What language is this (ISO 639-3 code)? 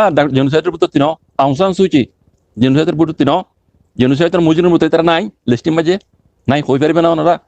rhg